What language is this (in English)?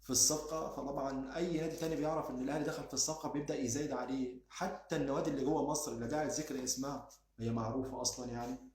Egyptian Arabic